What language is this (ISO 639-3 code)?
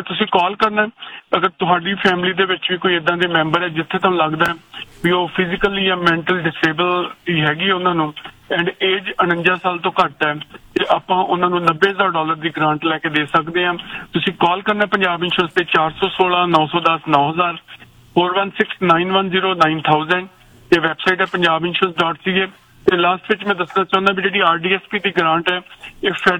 pan